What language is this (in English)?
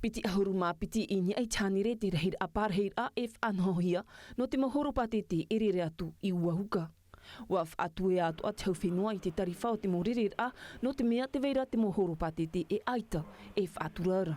Tahitian